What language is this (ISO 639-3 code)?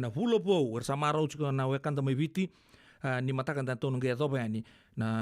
fij